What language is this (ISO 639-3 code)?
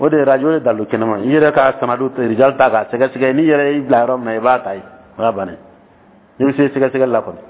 dyu